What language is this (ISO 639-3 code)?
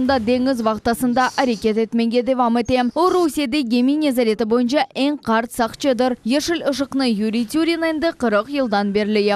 crh